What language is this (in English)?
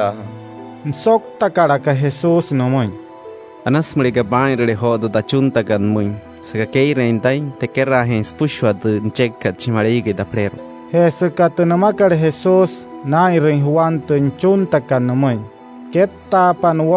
Wayuu